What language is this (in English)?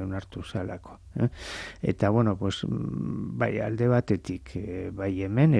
Basque